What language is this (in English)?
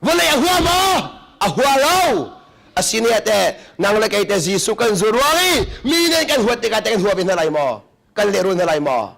Hakha Chin